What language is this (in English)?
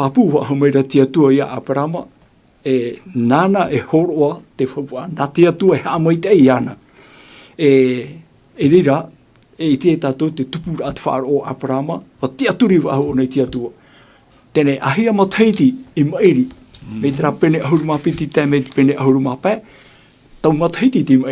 Tahitian